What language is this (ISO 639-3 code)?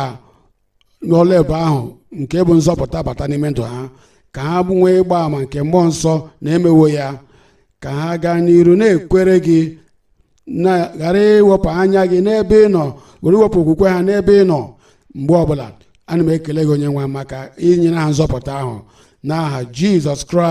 ibo